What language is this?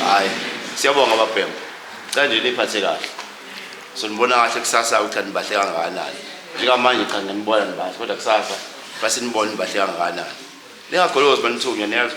Zulu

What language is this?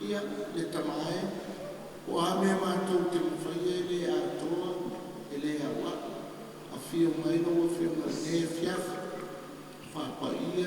Samoan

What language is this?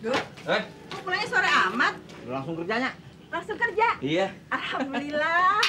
Betawi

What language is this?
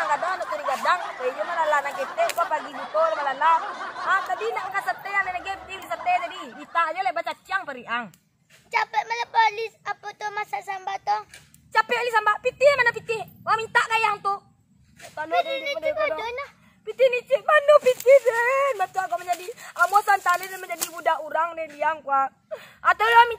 Minangkabau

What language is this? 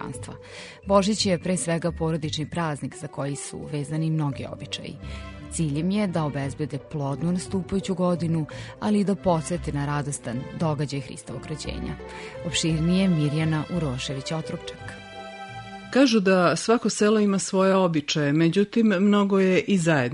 Serbian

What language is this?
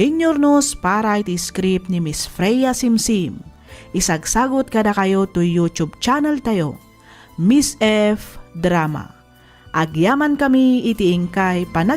Iloko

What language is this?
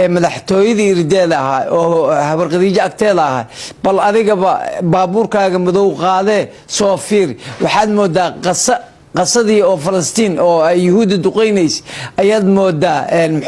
Somali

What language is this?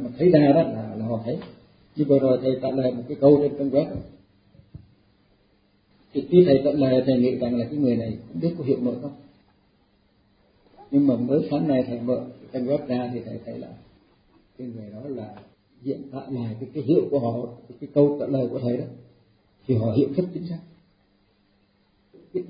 Vietnamese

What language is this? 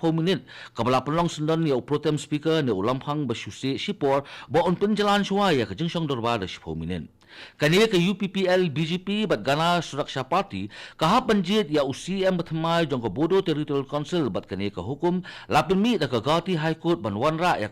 Khasi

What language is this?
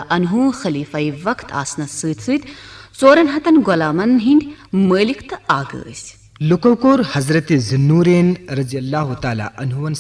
Kashmiri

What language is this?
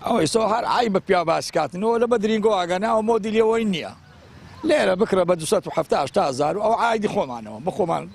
Central Kurdish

